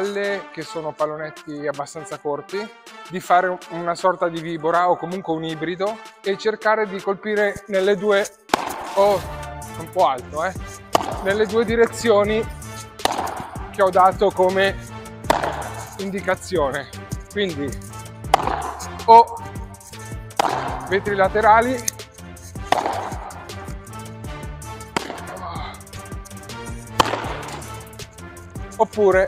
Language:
Italian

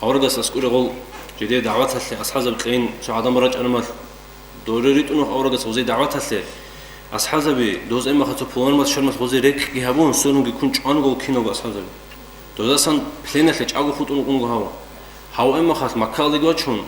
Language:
Avaric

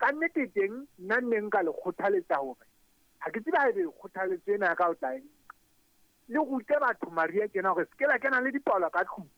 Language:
Southern Sotho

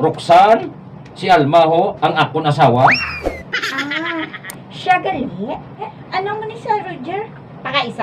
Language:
Hiligaynon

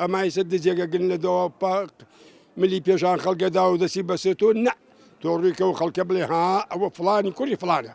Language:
Central Kurdish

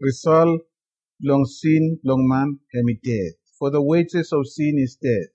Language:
Bislama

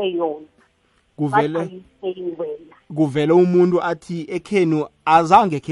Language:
South Ndebele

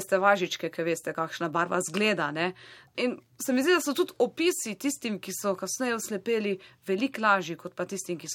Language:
Slovenian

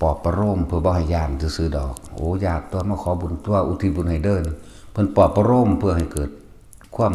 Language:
Northeastern Thai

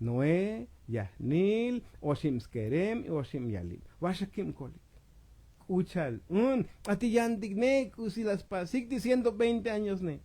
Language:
Tzotzil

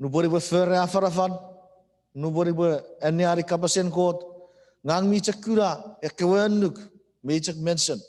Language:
Chuukese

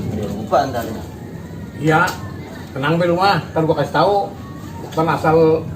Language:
Betawi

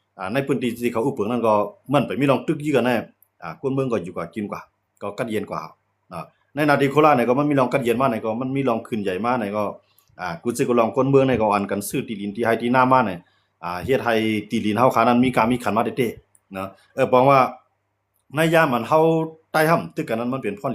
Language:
Shan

